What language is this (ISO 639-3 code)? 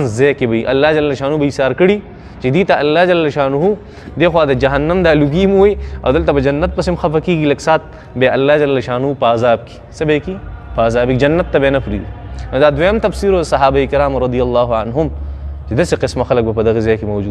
pus